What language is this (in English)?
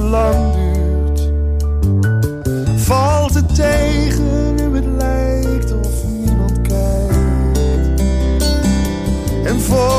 Dutch